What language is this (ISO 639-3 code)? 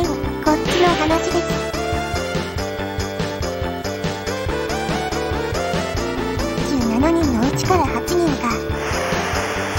jpn